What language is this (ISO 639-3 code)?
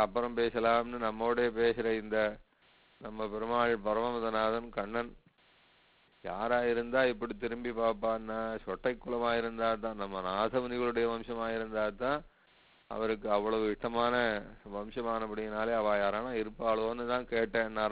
tam